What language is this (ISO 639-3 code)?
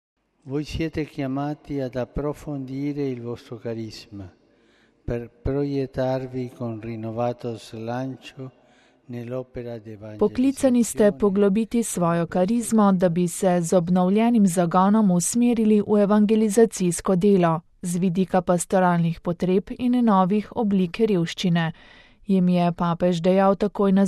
slv